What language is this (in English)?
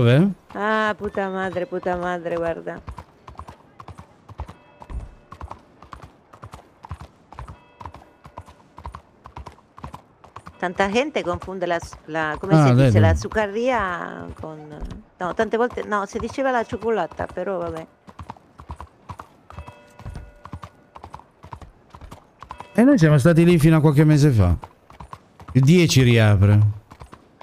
Italian